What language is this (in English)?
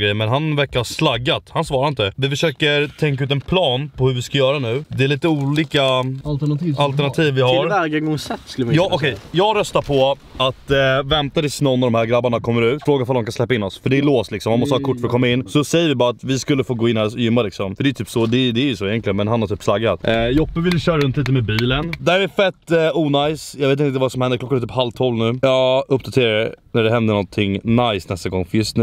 Swedish